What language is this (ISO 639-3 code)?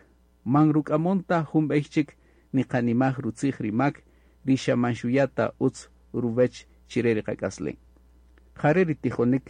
cak